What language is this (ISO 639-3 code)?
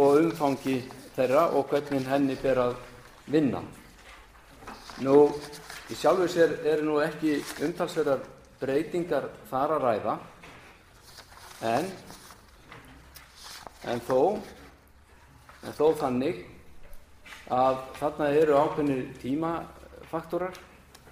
isl